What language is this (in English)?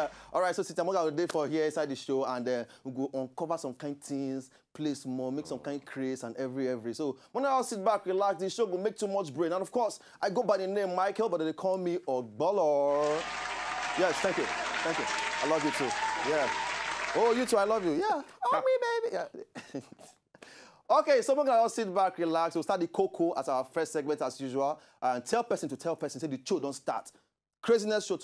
Nigerian Pidgin